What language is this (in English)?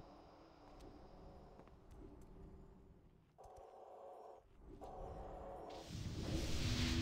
Russian